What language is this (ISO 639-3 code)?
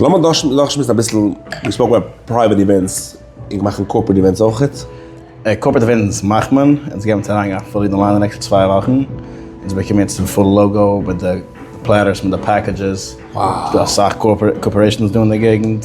yid